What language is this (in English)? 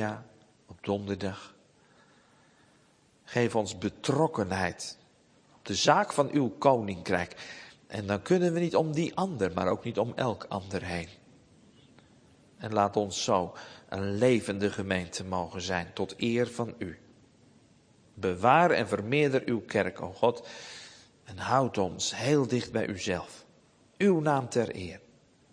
Dutch